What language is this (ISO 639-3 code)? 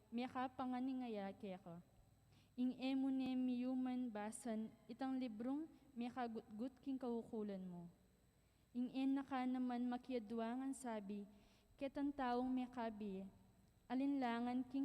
pam